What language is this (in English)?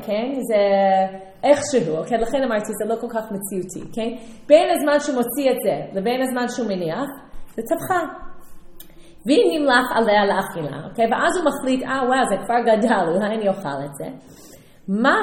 Hebrew